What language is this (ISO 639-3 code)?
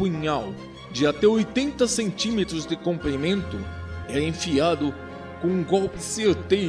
por